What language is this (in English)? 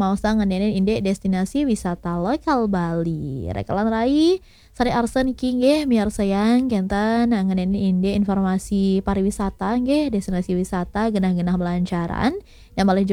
Balinese